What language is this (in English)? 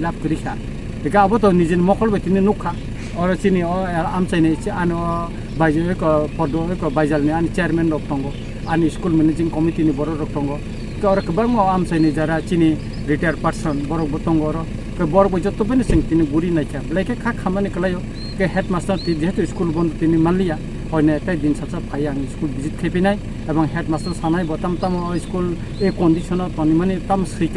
Kok Borok